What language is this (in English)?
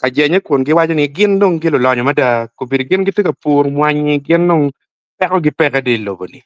Acoli